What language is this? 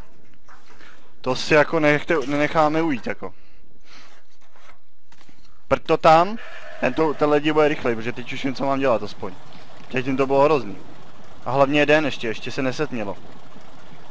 Czech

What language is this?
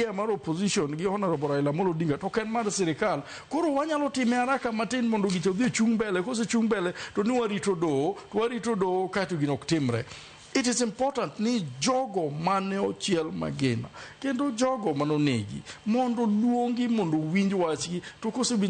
Luo (Kenya and Tanzania)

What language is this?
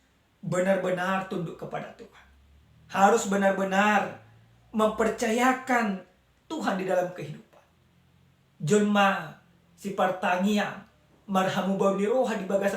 Batak Toba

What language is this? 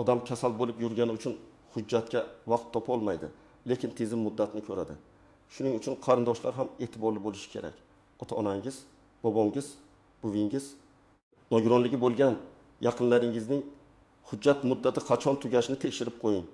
Uzbek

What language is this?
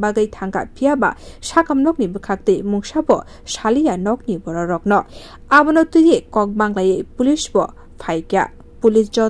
Kok Borok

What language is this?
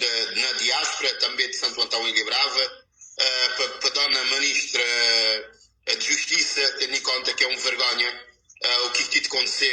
Kabuverdianu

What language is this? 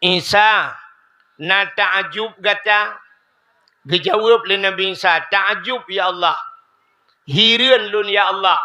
Achinese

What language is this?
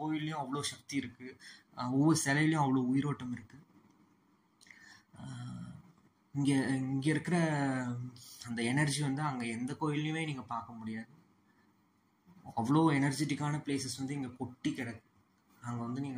Tamil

